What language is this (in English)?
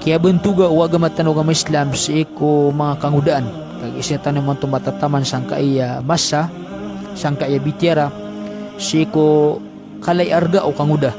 Maranao